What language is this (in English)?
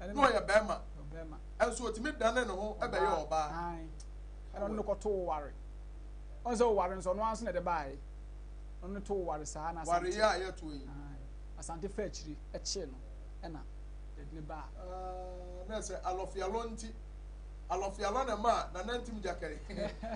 Akan